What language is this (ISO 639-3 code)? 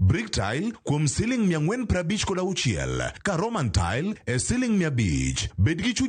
luo